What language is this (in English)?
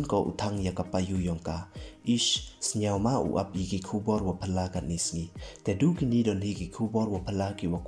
Pnar